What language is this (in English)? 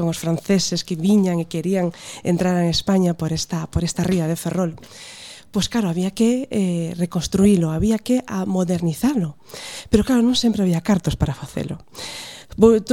Galician